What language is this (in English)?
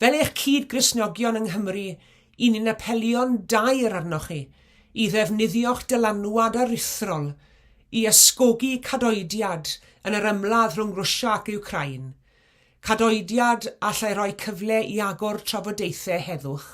Welsh